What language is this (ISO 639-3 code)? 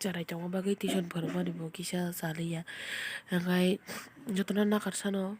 trp